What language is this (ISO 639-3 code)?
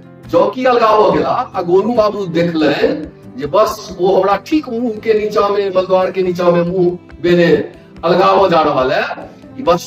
mai